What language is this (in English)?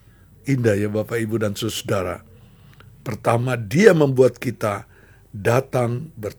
Indonesian